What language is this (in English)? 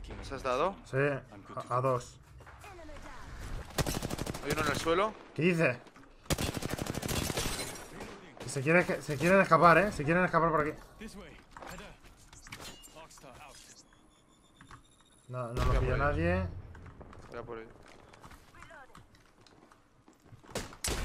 Spanish